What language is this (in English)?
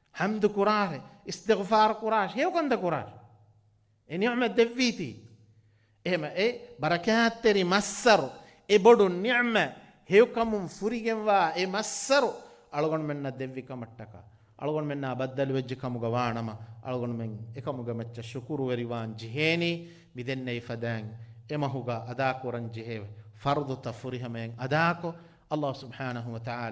Divehi